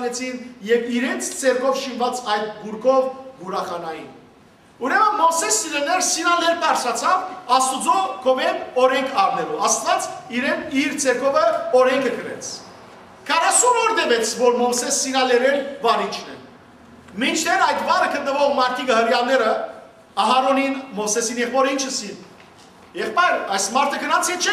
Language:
Western Armenian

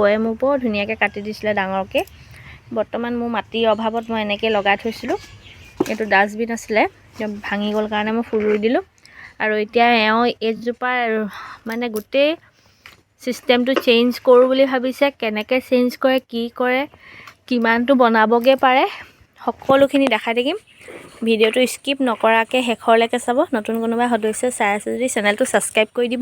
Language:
Assamese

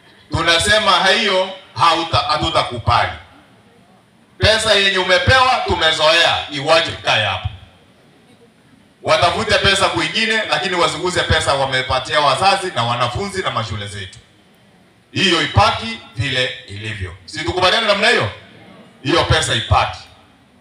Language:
Swahili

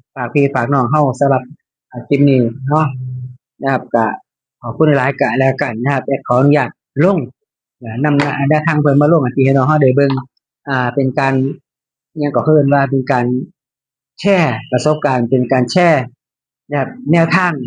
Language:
Northeastern Thai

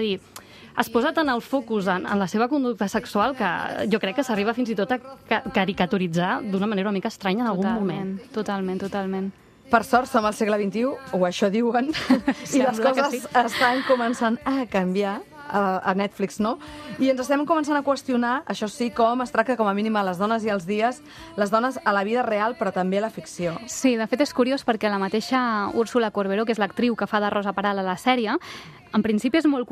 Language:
Catalan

